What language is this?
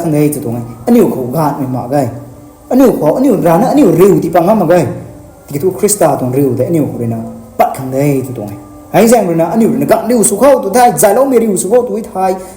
Rongmei Naga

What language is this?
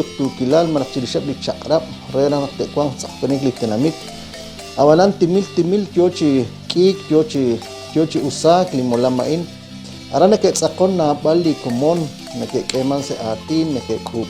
Kekchí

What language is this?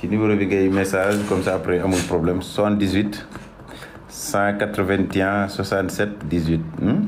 Wolof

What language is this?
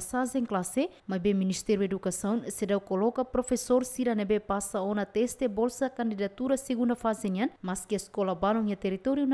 Tetum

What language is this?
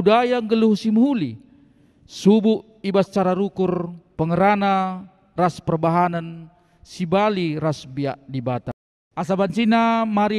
Batak Karo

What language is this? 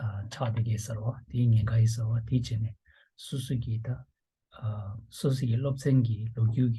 Tibetan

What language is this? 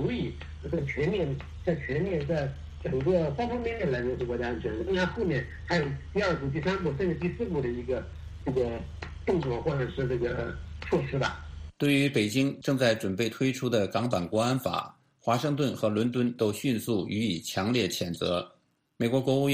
Chinese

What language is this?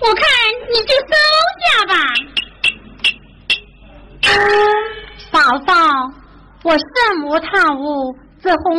Chinese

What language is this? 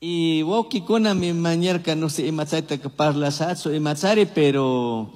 Chimborazo Highland Quichua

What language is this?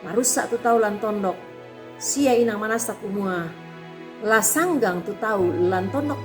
Toraja-Sa'dan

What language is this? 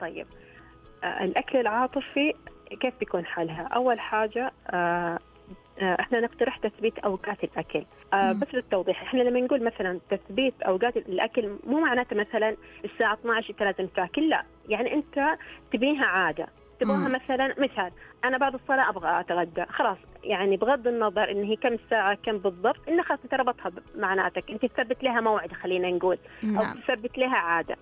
Najdi Arabic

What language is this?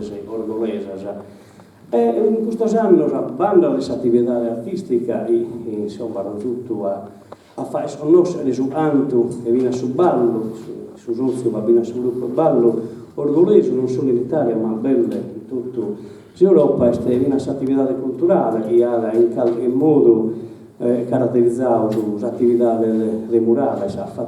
Sardinian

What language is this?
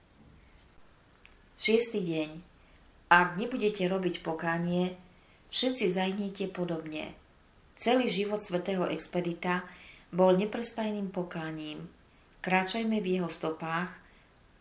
Slovak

